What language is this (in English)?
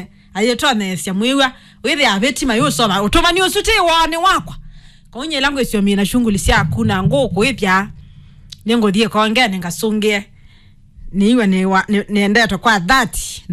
Kamba